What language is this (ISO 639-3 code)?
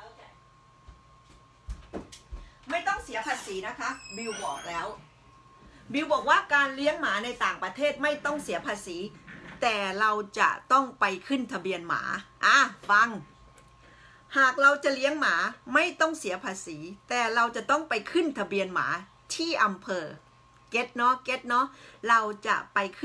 tha